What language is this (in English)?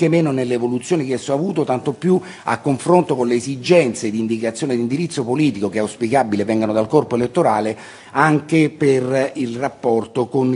Italian